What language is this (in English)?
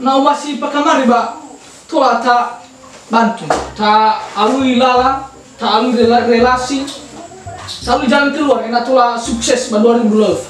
Nias